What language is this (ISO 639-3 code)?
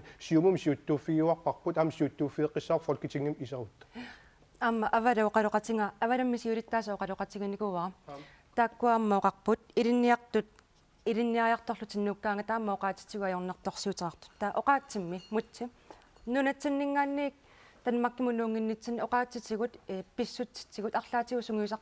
kal